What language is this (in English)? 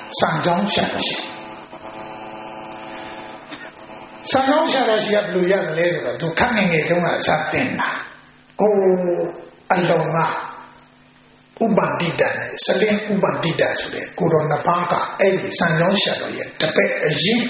Burmese